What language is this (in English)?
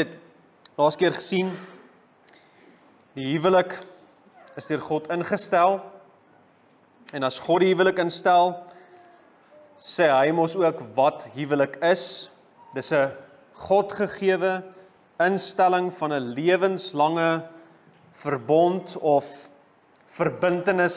Afrikaans